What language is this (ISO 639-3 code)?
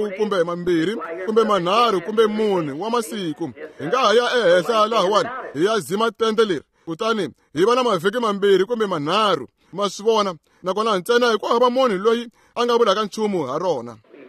tso